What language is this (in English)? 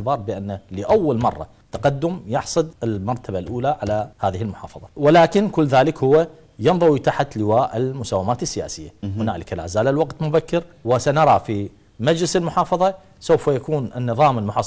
Mesopotamian Arabic